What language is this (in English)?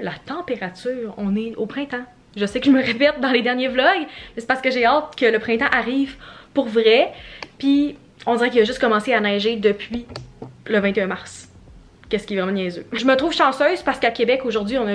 French